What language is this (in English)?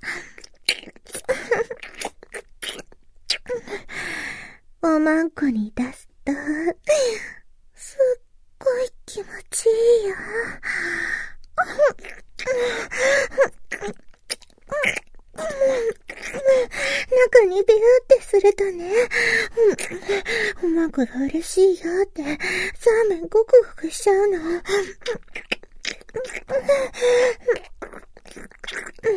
Japanese